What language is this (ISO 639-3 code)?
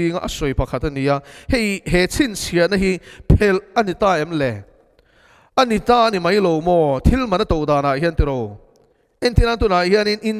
lus